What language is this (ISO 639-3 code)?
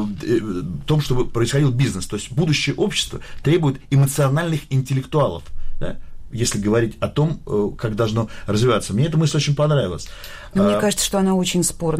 rus